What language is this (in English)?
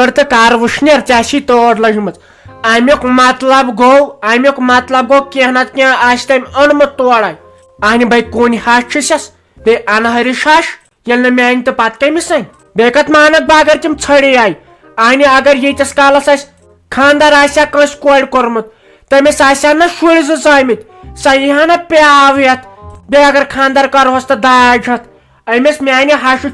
Kashmiri